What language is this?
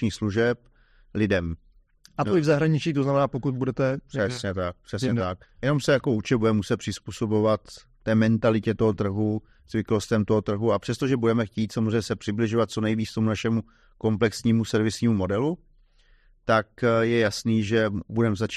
Czech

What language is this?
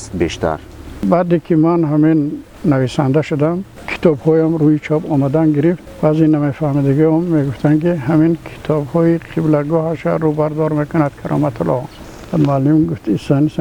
Tajik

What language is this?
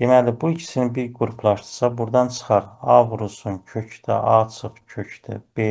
Azerbaijani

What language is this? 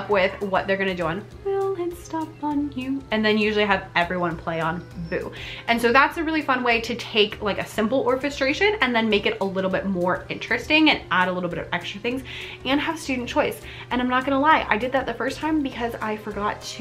English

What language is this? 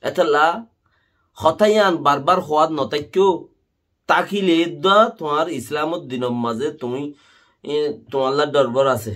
Rohingya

